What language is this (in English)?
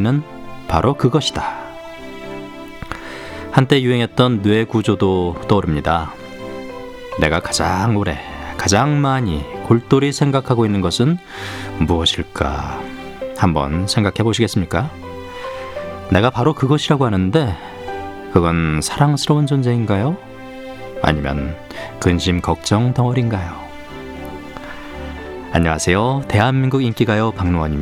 Korean